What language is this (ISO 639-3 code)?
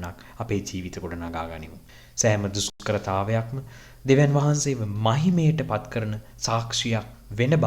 sin